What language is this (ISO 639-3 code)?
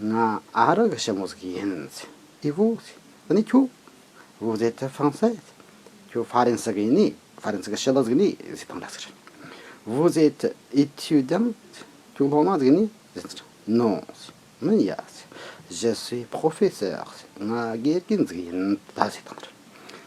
bod